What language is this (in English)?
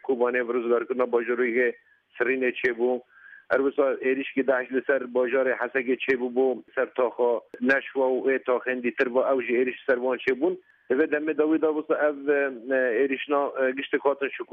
Kurdish